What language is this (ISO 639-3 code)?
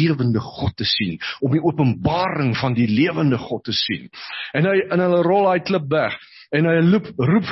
afr